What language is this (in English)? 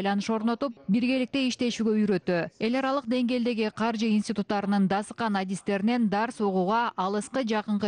Kyrgyz